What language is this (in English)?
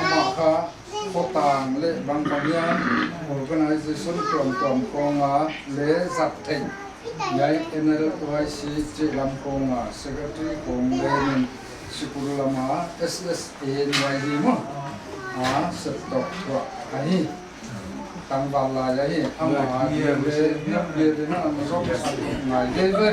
Paite Chin